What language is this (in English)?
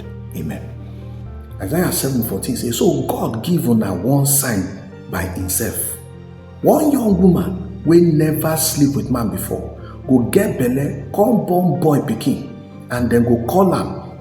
Nigerian Pidgin